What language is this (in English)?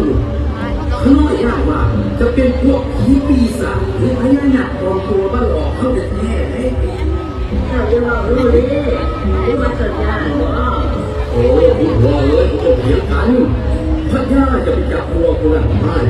Lao